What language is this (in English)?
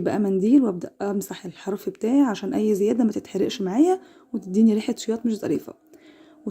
Egyptian Arabic